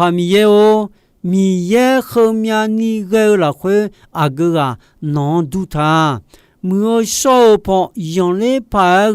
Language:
Akha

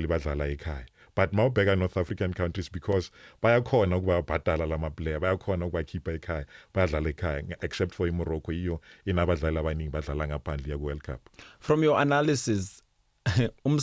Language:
Zulu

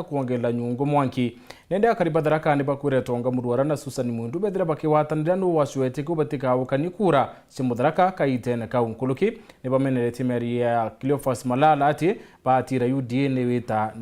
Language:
Meru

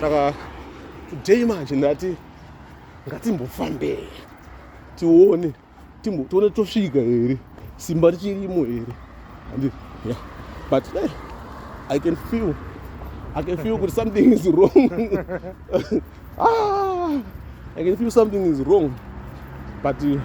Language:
Shona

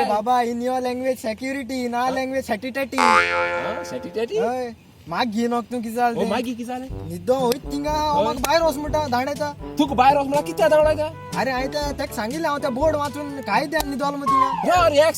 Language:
Konkani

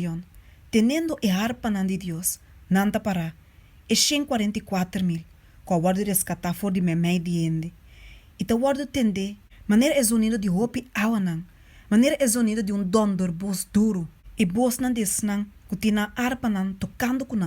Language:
Papiamento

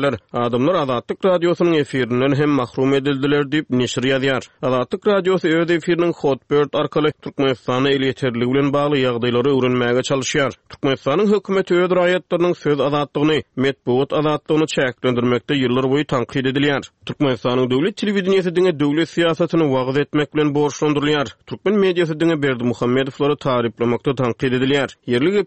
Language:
Turkmen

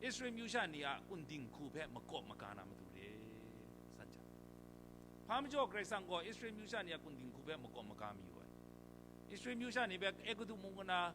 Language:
Kachin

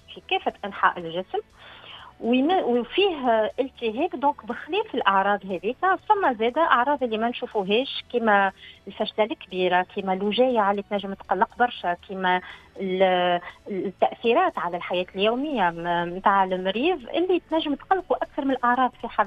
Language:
Tunisian Arabic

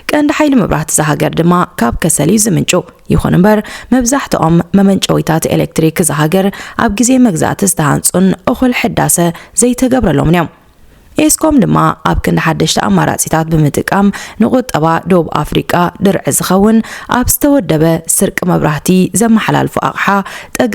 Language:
Tigrinya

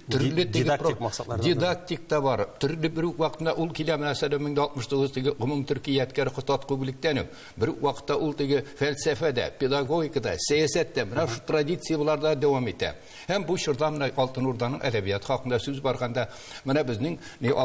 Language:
Tatar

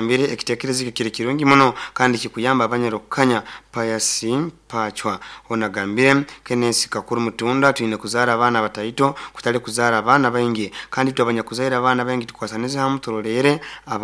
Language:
Nyoro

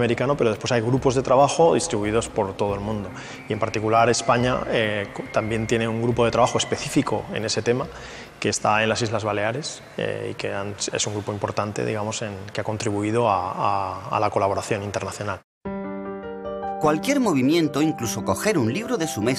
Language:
Spanish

